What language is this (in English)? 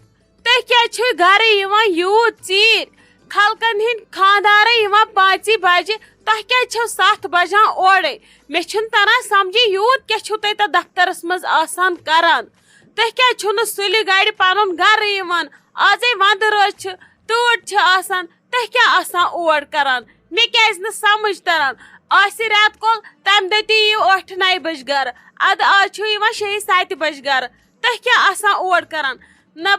Kashmiri